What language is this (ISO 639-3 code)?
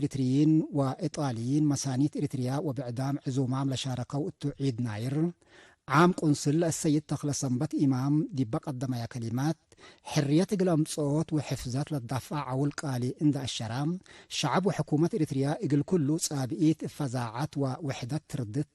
tig